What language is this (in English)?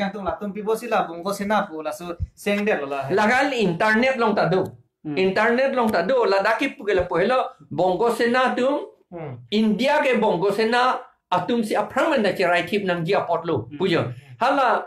Karbi